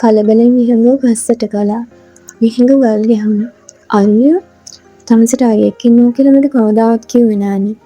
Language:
Sinhala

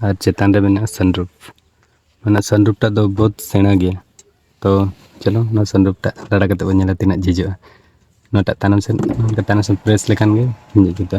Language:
Santali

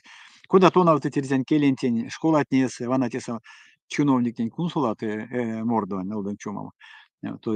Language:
Erzya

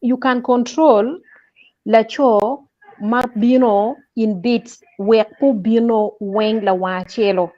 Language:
Acoli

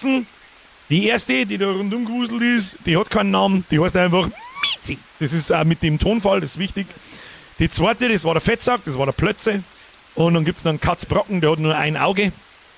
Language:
Bavarian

